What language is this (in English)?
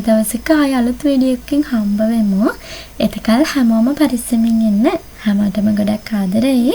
Sinhala